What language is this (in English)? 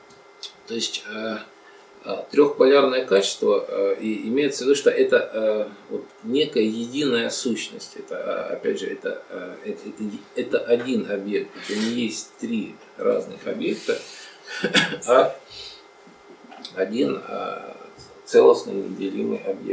Russian